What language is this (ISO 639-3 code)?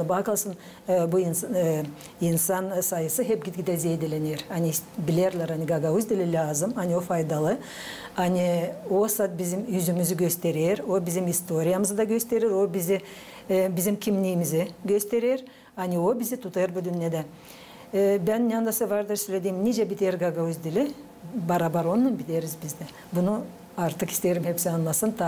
gag